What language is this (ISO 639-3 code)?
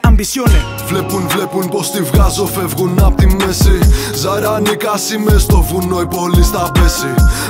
ell